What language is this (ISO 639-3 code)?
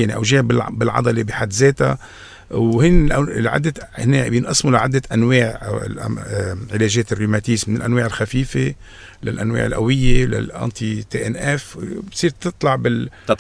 apc